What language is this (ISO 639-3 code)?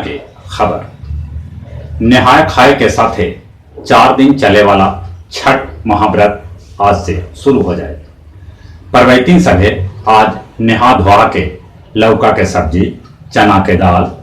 mag